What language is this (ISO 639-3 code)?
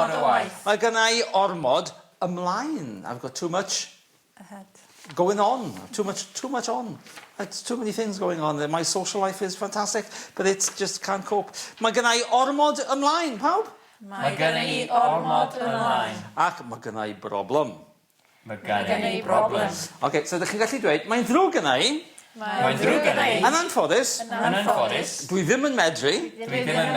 cym